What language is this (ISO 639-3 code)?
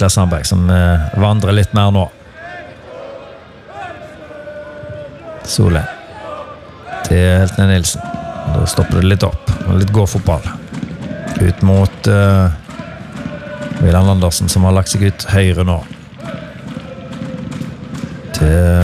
nor